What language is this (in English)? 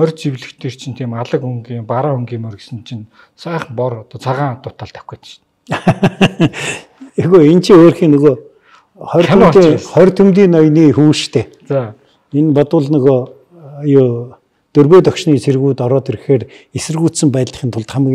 Mongolian